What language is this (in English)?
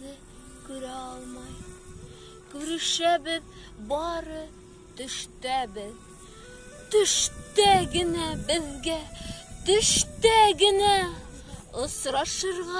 Bashkir